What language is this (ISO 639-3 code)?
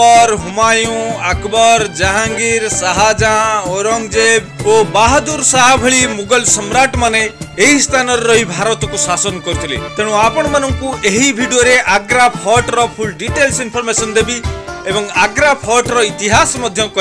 ori